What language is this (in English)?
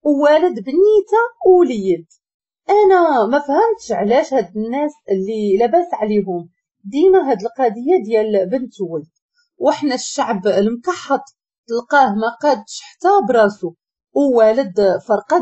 Moroccan Arabic